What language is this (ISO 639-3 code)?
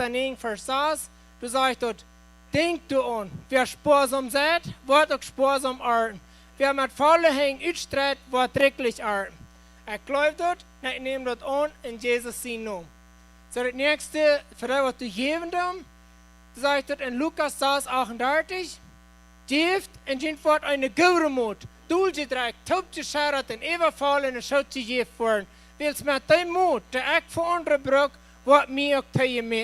pdt